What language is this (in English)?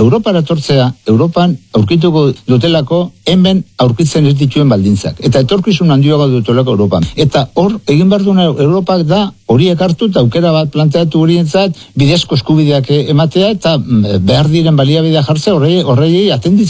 Basque